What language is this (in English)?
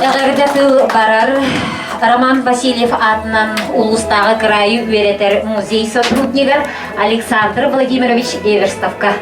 Yakut